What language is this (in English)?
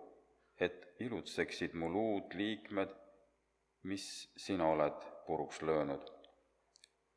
Estonian